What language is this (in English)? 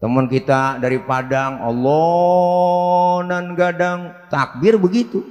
Betawi